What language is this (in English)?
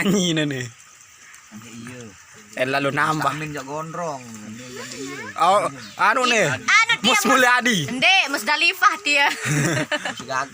Sasak